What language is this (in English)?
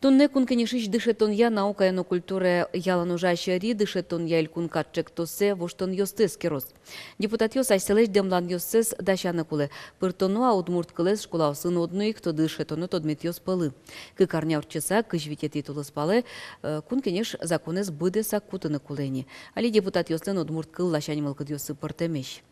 Udmurt